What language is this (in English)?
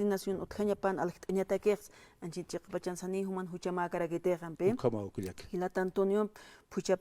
Aymara